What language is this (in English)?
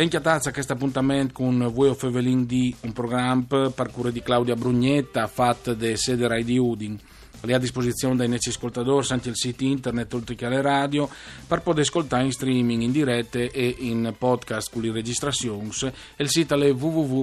Friulian